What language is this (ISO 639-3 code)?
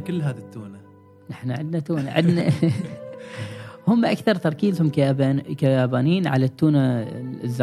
afb